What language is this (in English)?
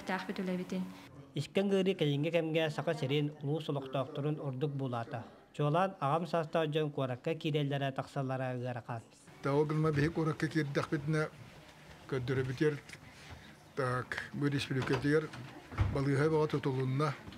Yakut